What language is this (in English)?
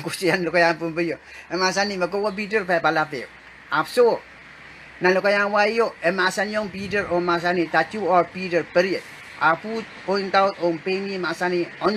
Pohnpeian